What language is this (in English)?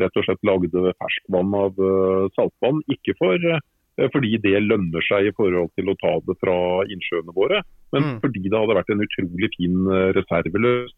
Norwegian